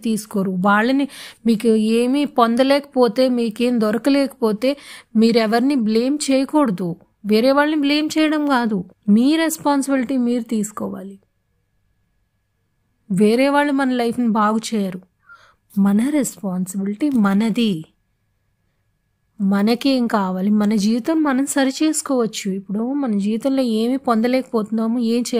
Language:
Telugu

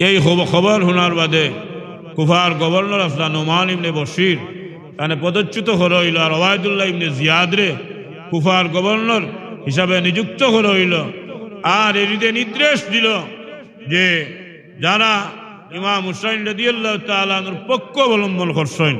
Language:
Sylheti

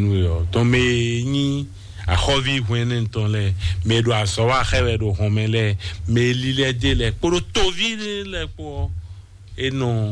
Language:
Fon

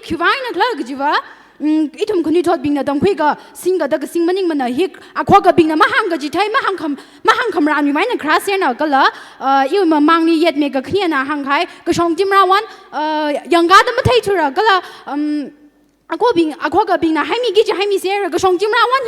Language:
Tangkhul Naga (India)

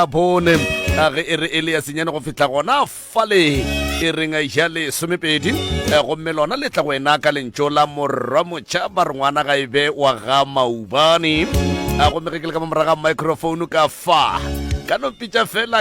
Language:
Northern Sotho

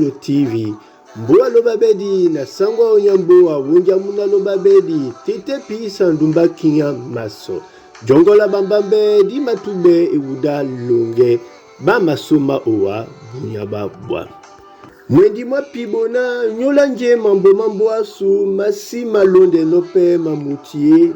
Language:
Duala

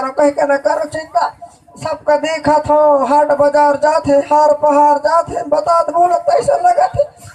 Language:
Chhattisgarhi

